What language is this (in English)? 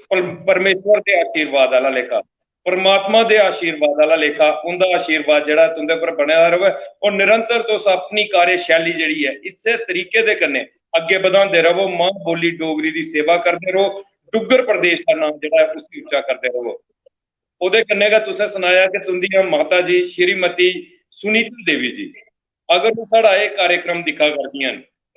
Dogri